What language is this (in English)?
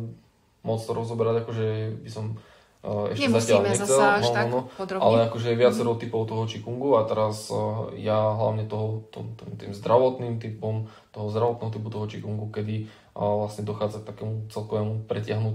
Slovak